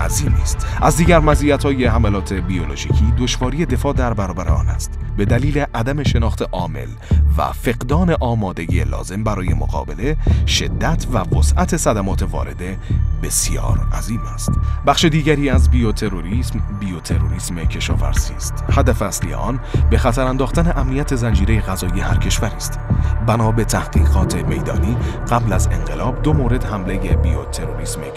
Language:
Persian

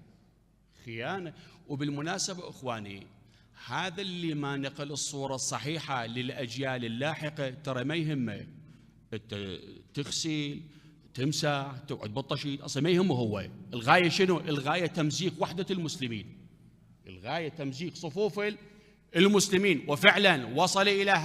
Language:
Mesopotamian Arabic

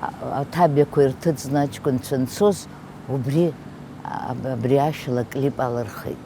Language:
Abkhazian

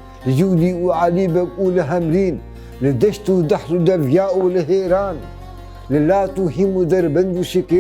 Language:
Kurdish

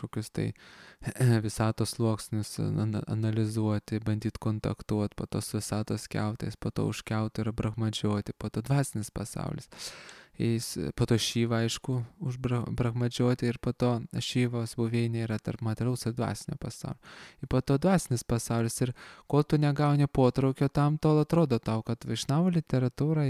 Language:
Lithuanian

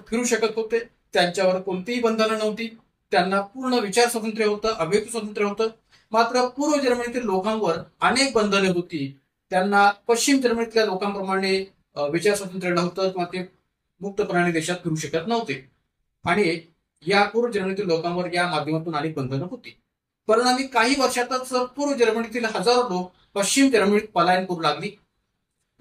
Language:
Marathi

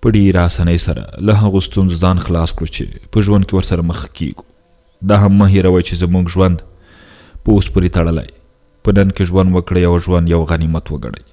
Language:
Pashto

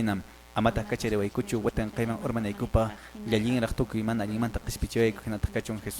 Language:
Quechua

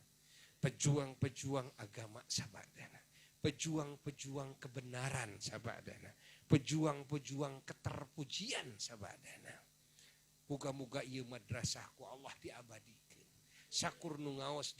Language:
Sundanese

